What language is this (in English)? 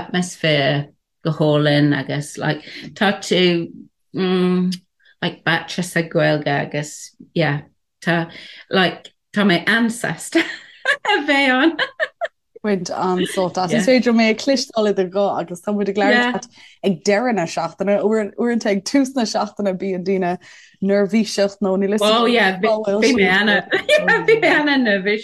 Irish